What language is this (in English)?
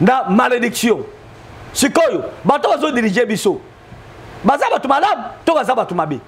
Lingala